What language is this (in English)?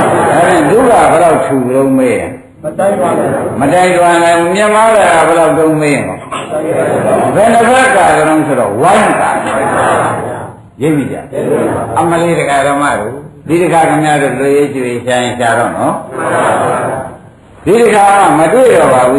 Burmese